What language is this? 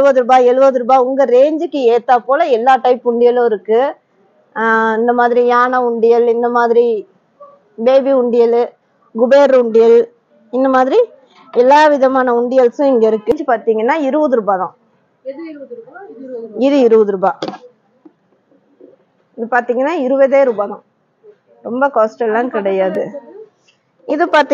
Tamil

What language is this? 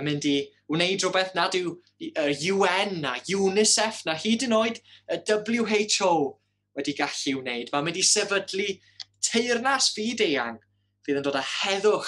Welsh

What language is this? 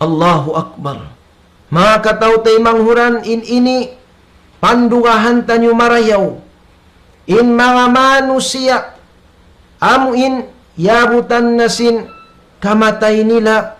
Tausug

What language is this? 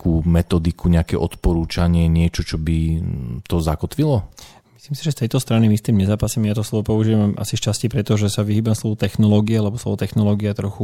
Slovak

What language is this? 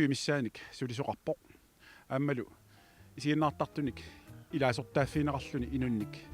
Kalaallisut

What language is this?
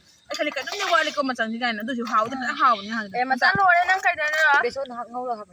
Manipuri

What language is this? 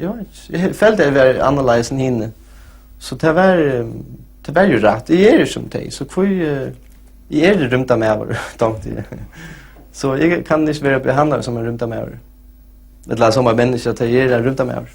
Faroese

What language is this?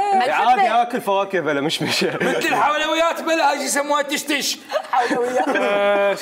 Mesopotamian Arabic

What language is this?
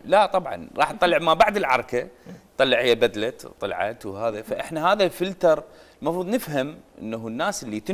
Mesopotamian Arabic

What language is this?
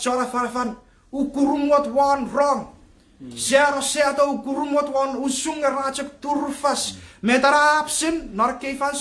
Chuukese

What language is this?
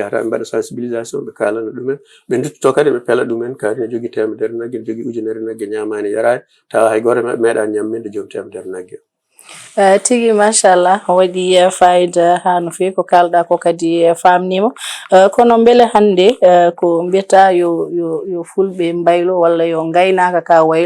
Fula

